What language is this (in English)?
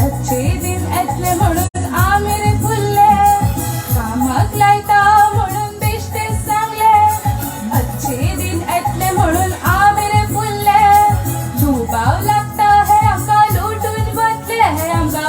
Konkani